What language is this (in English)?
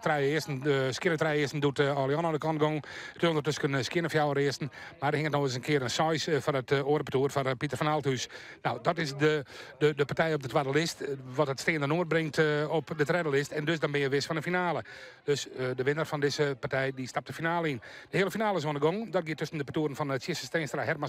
Western Frisian